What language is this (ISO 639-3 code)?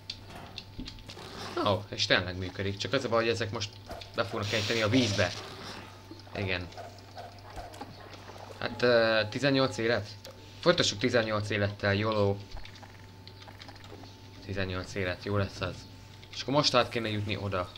hun